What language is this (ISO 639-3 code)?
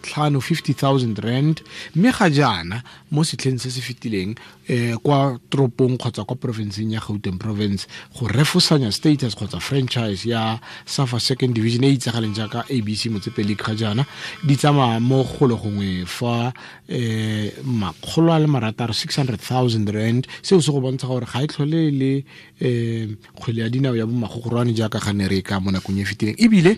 tsn